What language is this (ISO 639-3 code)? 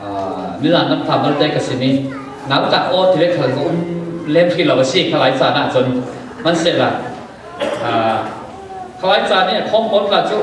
cfm